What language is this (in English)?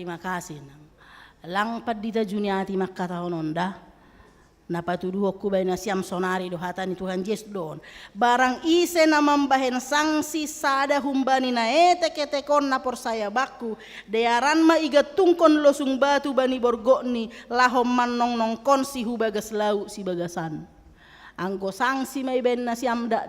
Batak Simalungun